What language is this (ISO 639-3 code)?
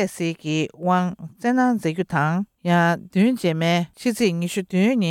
bod